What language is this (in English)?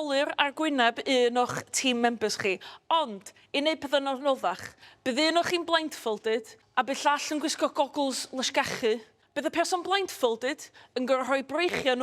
Welsh